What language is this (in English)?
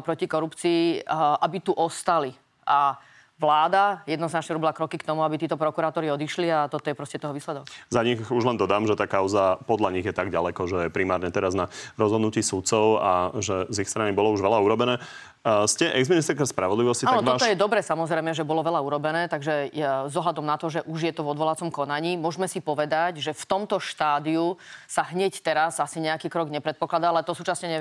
Slovak